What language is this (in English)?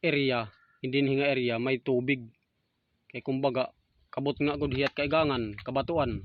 Waray